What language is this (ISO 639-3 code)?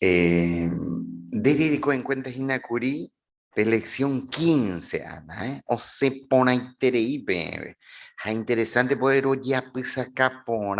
grn